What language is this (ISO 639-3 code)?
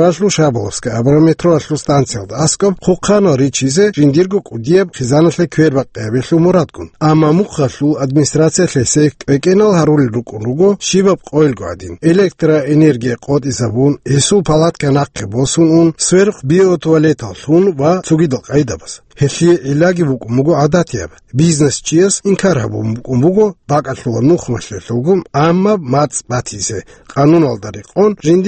ava